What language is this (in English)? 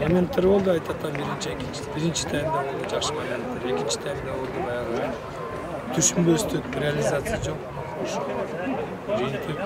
Kyrgyz